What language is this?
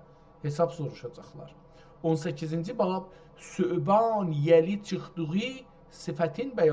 South Azerbaijani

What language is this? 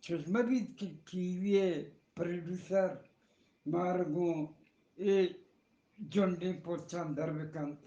Eastern Balochi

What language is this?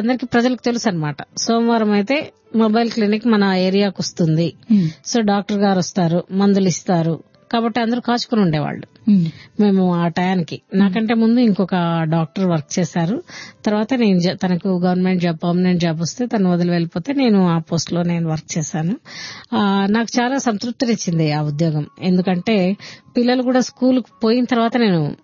Telugu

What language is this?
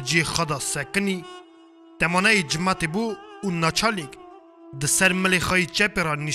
Kurdish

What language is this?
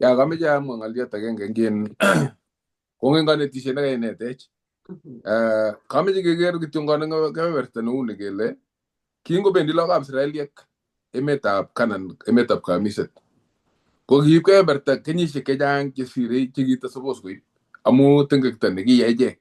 Kalenjin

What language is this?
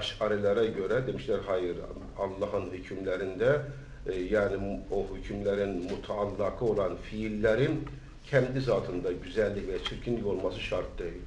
Turkish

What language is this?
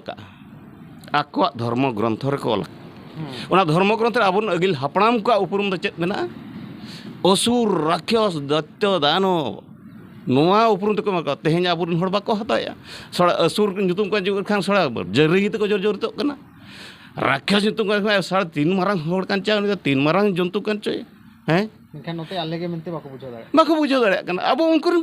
Santali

